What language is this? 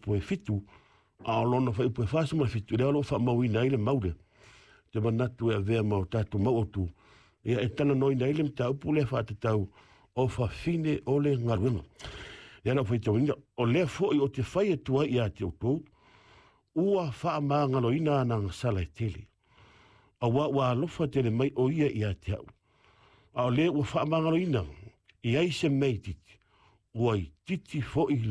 Samoan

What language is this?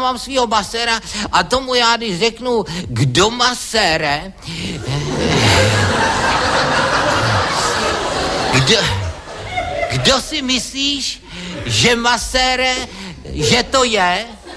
Czech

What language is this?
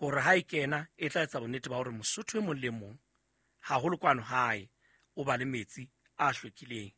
Southern Sotho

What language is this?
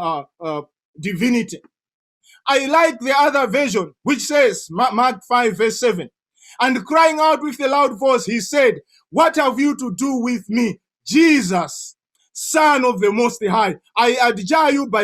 English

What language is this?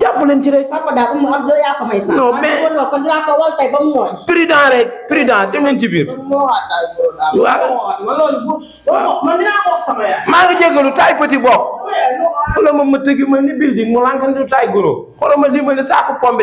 Wolof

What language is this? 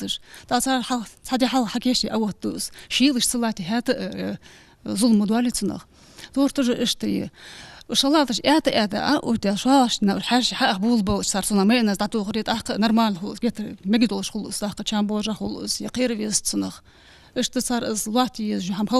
Ingush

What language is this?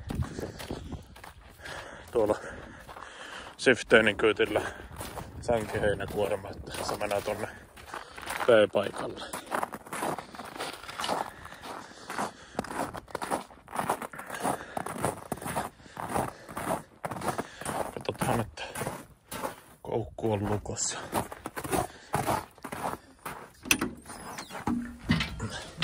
Finnish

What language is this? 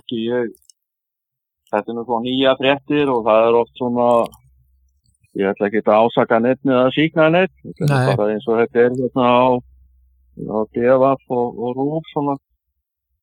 Icelandic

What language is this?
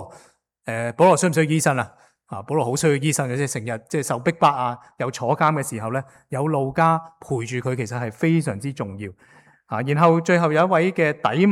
Cantonese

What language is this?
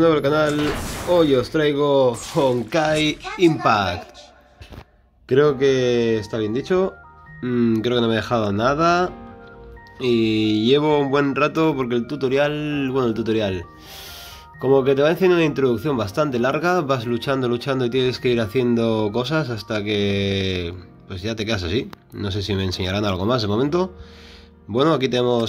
Spanish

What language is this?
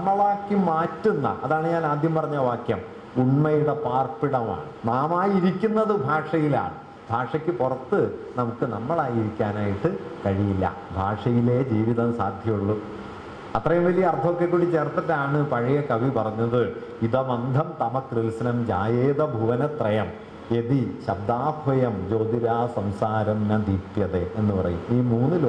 Malayalam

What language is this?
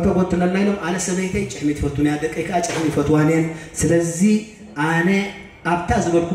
Tigrinya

